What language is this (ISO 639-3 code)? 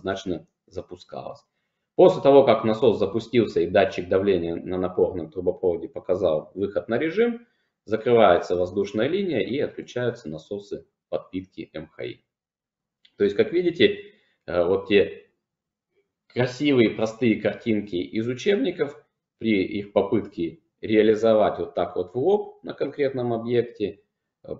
rus